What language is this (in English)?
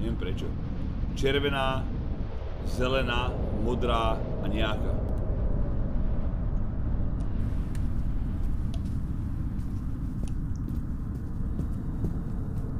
Slovak